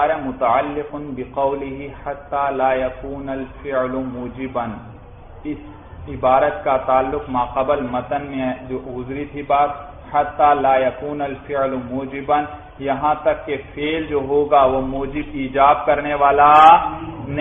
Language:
Urdu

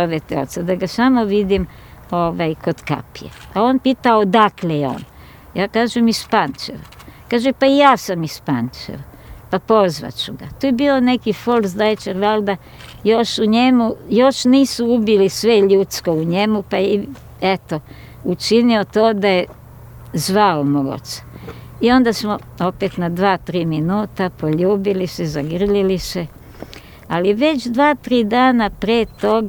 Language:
Serbian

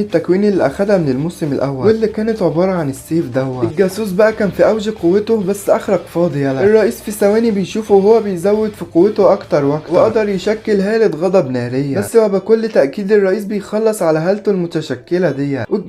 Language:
Egyptian Arabic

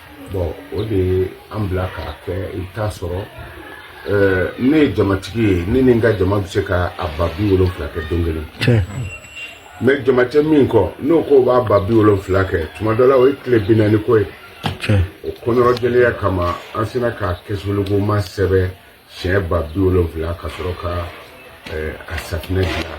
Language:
Bambara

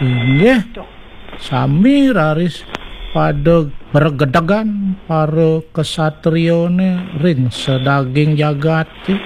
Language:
Balinese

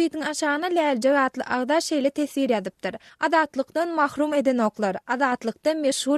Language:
Turkmen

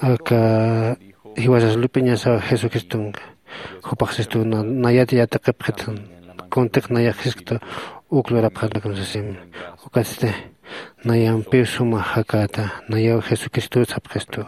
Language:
Aymara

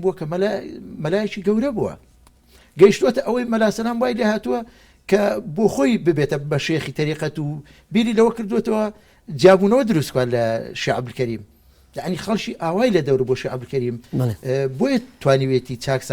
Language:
Central Kurdish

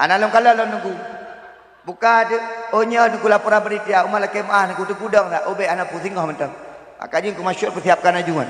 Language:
Achinese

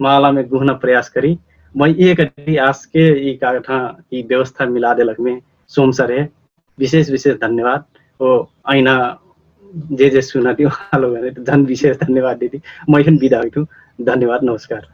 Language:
Dangaura Tharu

